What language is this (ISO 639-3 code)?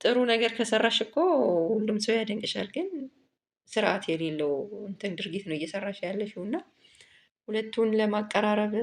amh